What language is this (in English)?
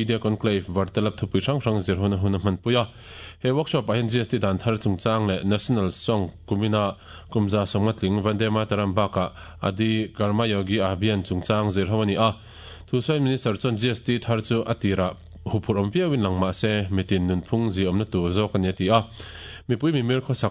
Mizo